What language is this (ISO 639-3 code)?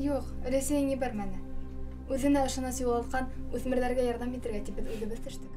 bak